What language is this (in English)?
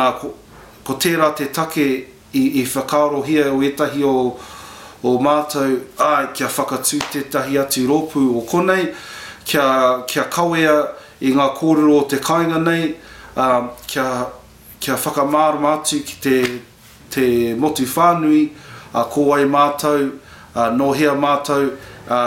Māori